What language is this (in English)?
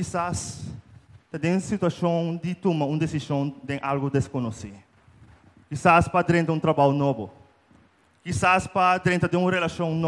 Papiamento